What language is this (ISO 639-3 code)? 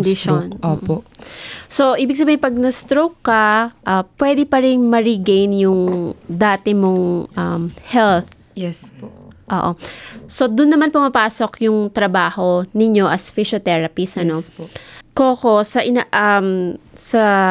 fil